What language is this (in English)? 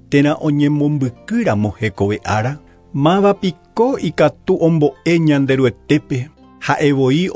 Guarani